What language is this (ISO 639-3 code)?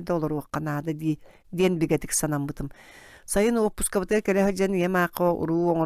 sah